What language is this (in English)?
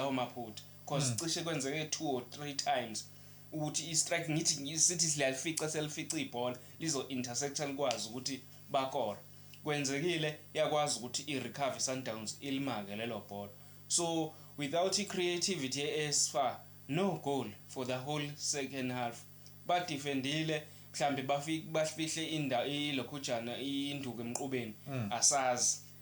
Zulu